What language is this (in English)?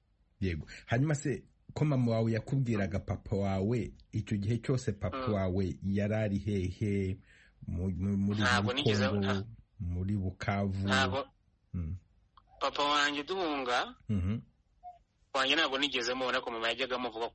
Kinyarwanda